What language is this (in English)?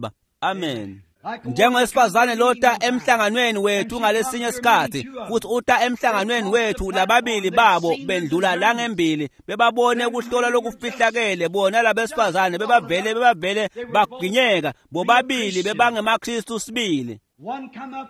Swati